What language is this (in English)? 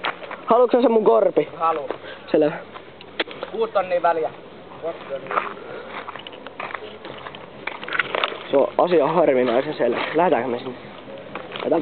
Finnish